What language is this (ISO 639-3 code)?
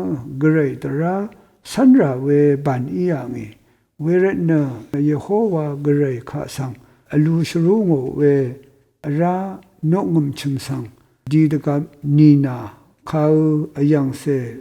raw